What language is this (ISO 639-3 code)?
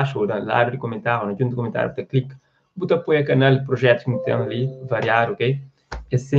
kea